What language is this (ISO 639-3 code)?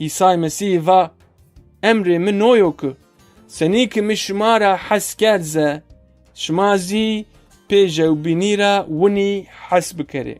zza